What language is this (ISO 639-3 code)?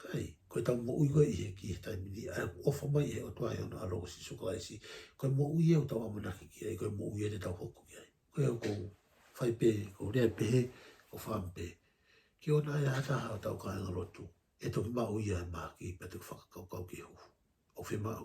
ton